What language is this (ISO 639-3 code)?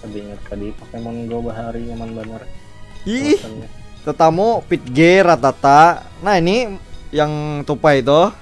bjn